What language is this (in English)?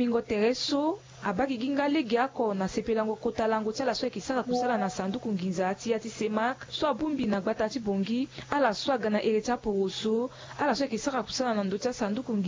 Sango